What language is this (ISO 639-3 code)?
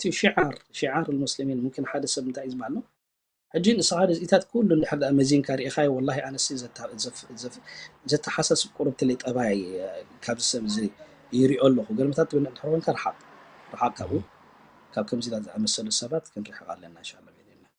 tir